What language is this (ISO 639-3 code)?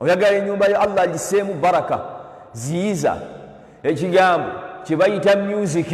lug